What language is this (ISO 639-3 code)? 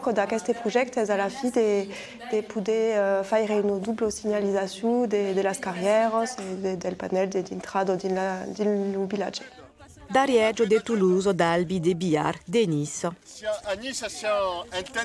oci